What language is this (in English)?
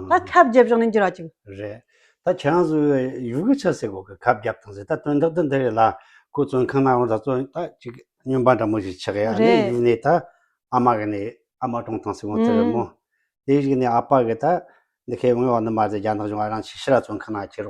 Tibetan